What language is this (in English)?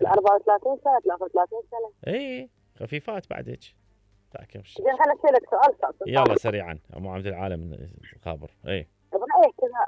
Mesopotamian Arabic